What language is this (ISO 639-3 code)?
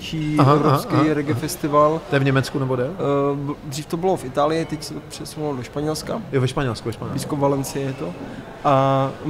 ces